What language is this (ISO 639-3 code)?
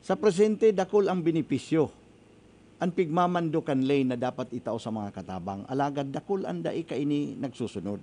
bik